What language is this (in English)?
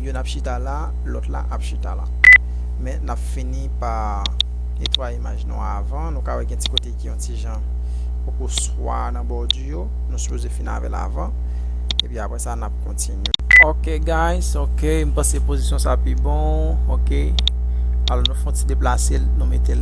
Haitian Creole